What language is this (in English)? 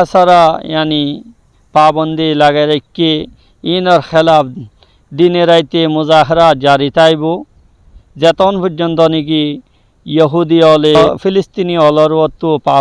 Rohingya